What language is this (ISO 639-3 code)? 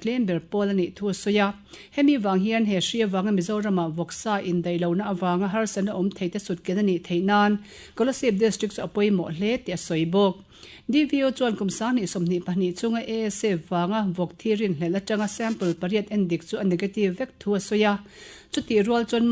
lus